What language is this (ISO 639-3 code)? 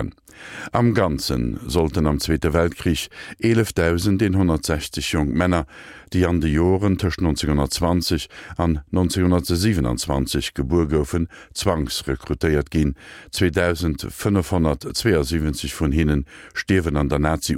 ltz